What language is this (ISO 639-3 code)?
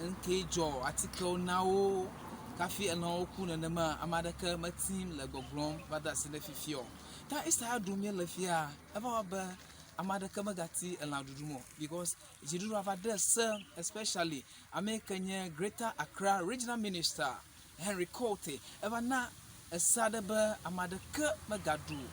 ewe